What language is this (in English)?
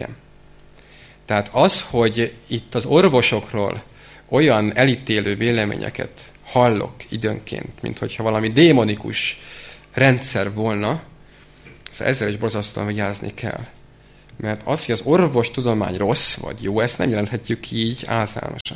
Hungarian